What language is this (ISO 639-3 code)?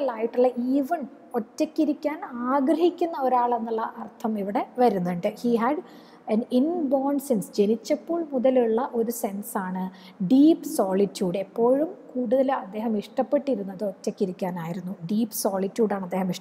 mal